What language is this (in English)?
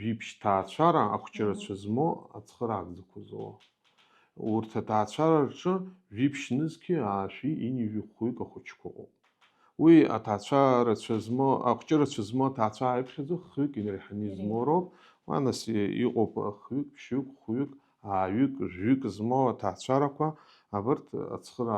Abkhazian